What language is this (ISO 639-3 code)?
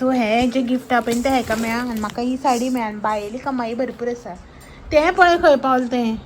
kok